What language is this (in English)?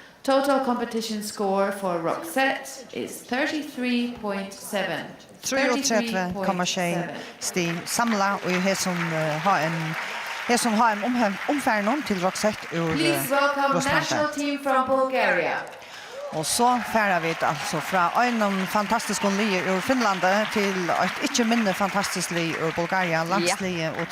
Faroese